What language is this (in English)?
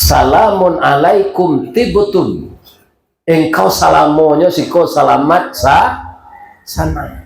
Minangkabau